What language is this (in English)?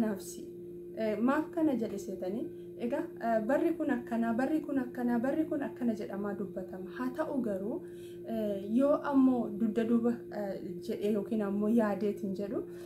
Oromo